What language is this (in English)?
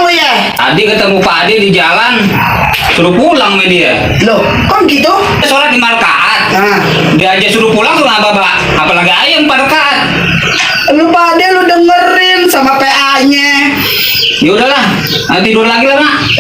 Betawi